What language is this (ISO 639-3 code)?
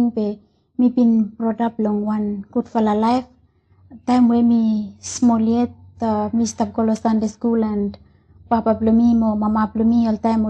bis